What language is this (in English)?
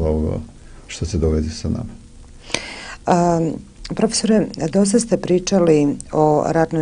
Serbian